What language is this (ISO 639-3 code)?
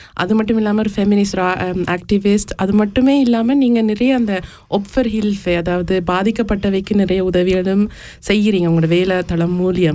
tam